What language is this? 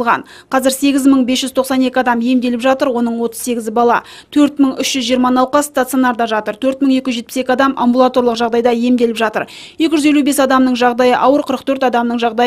Kazakh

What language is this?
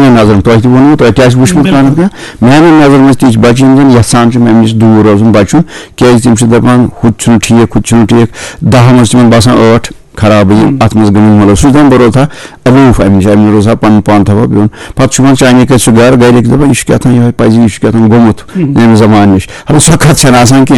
Kashmiri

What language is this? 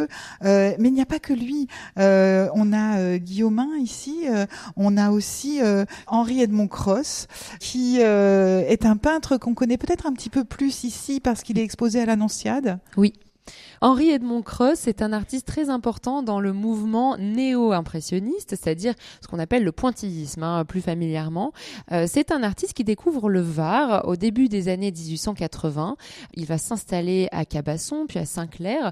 French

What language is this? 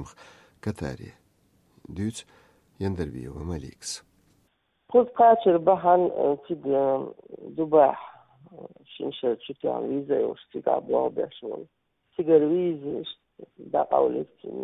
Chechen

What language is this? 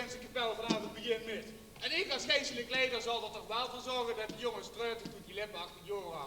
Limburgish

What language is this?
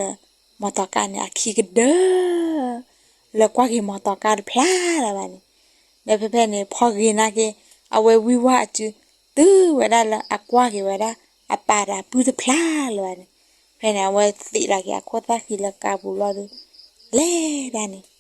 S'gaw Karen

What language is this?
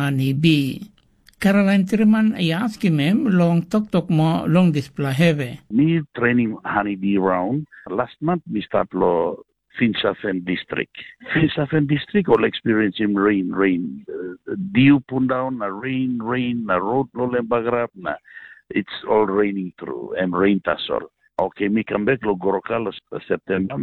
Tok Pisin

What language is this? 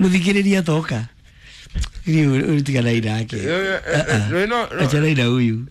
Kikuyu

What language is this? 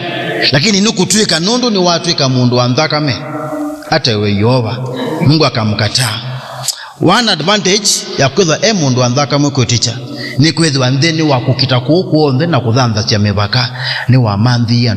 Kamba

